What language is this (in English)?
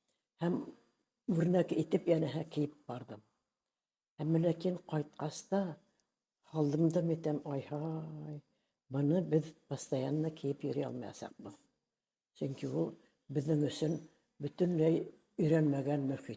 Bashkir